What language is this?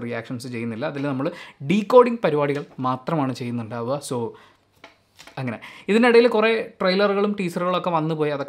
Malayalam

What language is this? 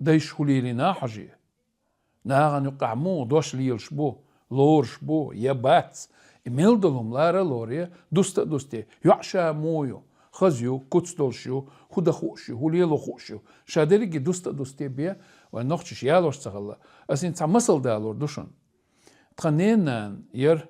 Chechen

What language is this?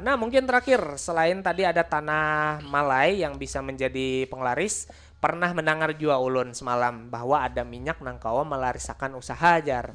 Banjar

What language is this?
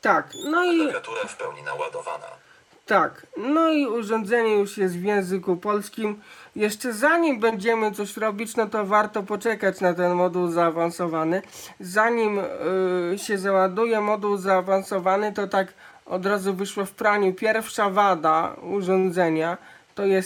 Polish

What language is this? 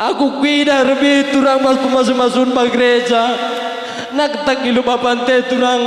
Batak Karo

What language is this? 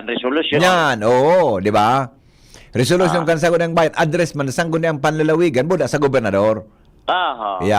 Bikol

